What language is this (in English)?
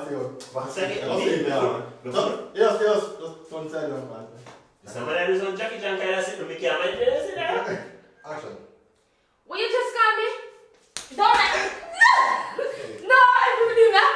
Jamaican Creole English